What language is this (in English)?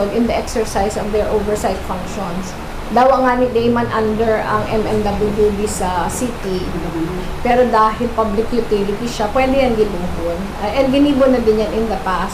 Bikol